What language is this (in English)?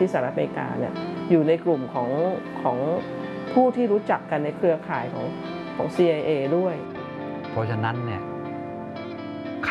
Thai